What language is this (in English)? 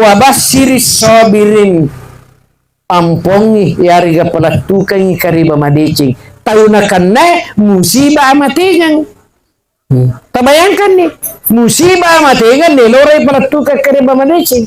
Buginese